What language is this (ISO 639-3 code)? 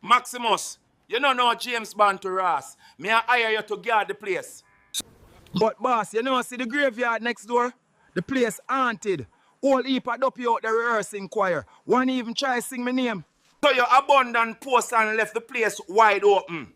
jam